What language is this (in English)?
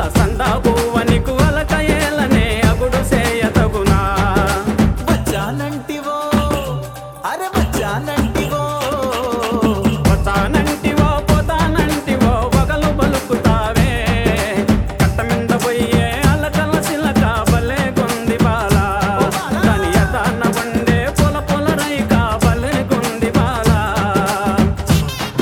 Telugu